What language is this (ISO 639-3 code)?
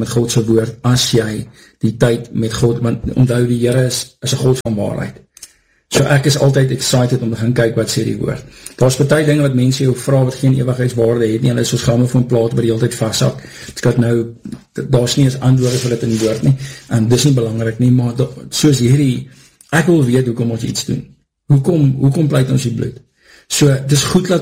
afr